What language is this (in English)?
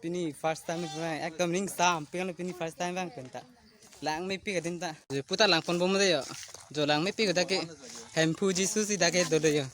Karbi